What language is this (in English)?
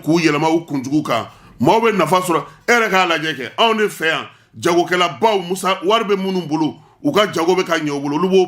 Bambara